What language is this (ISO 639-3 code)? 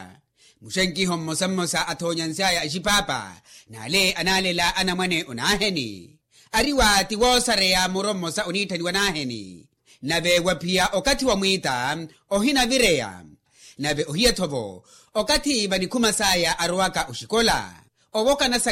vmw